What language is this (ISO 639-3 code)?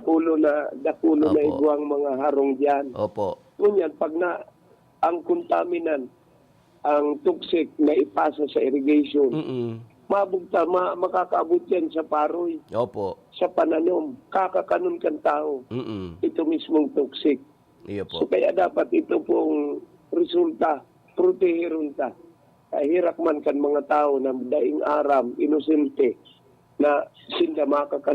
bik